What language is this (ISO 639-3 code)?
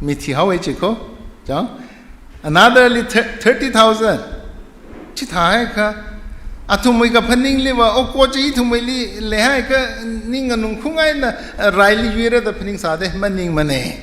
nmf